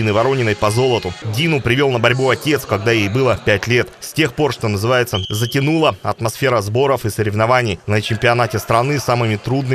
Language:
Russian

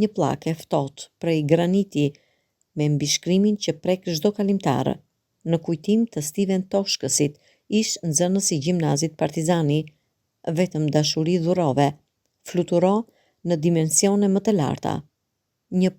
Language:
Albanian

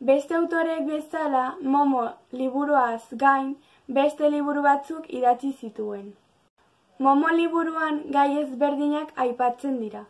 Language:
Basque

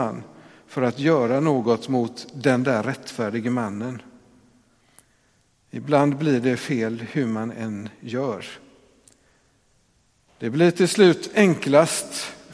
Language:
Swedish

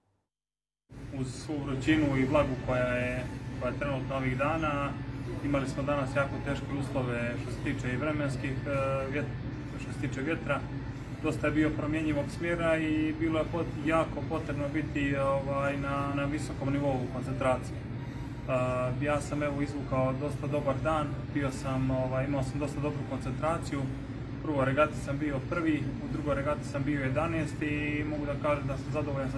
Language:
Bosnian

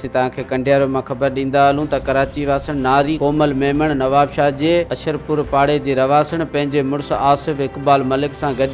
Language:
Sindhi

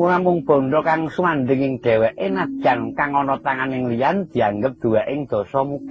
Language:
Javanese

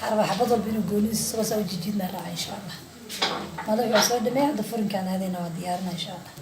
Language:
Somali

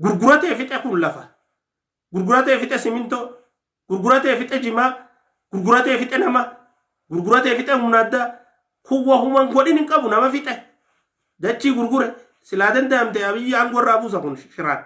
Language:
Oromo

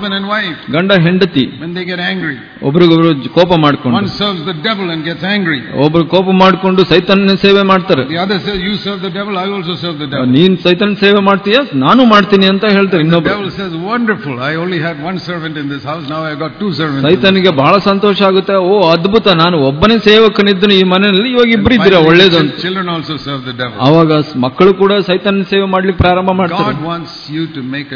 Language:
Kannada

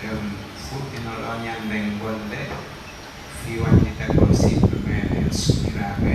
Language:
Pular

